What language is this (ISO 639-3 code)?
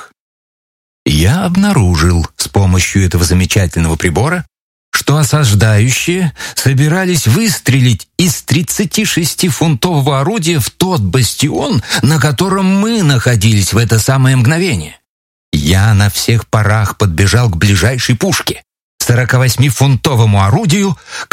rus